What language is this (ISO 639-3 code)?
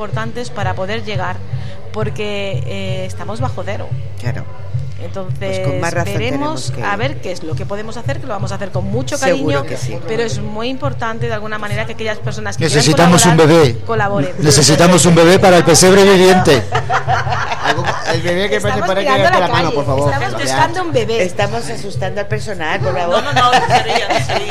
spa